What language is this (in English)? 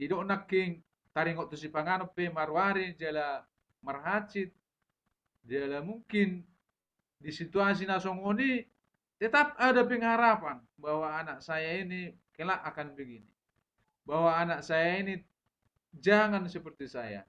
Batak Toba